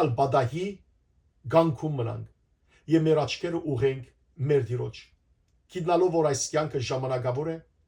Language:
Western Armenian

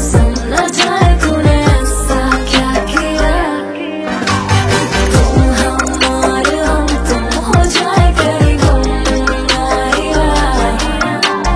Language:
Hindi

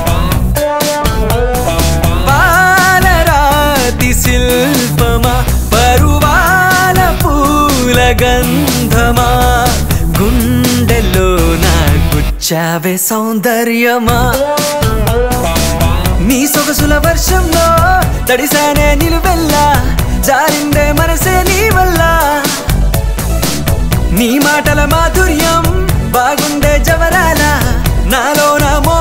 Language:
Telugu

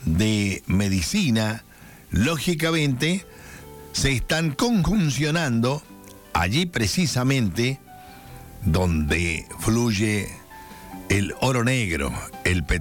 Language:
Spanish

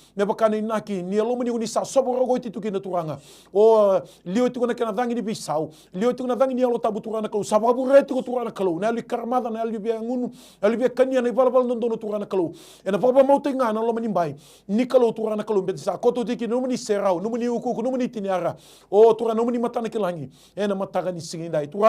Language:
Fijian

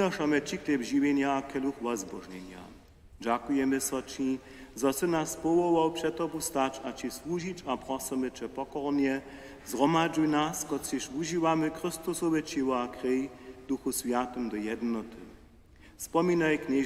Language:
Upper Sorbian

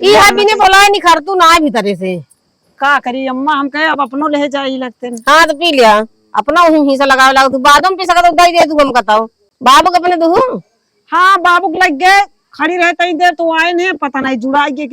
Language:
Awadhi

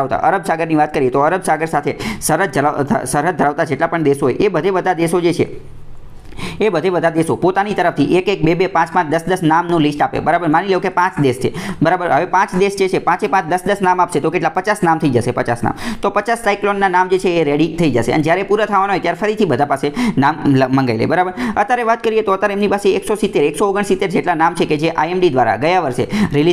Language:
Gujarati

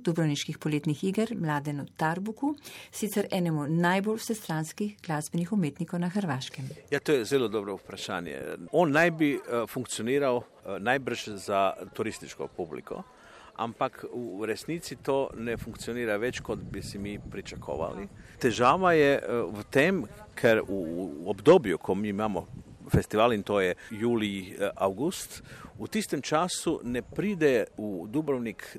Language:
Slovenian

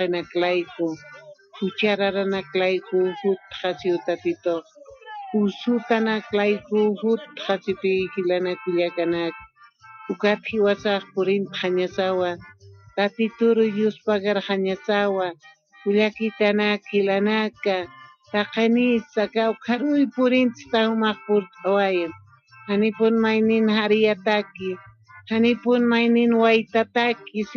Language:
Aymara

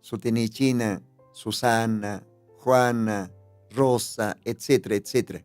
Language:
Aymara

